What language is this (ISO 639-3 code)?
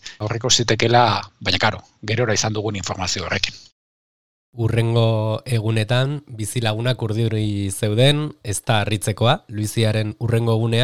eus